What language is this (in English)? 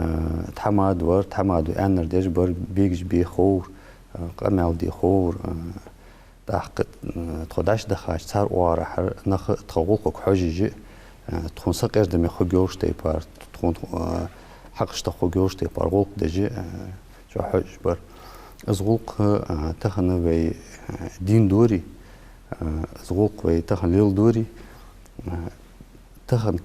Ingush